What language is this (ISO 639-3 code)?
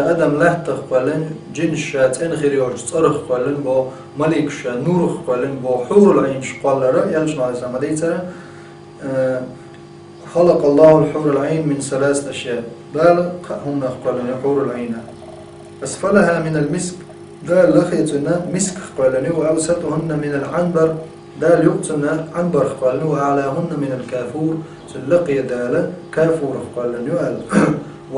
che